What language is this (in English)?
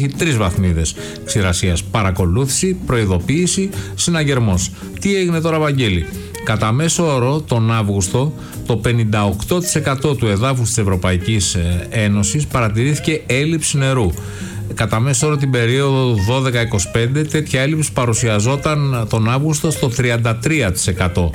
Greek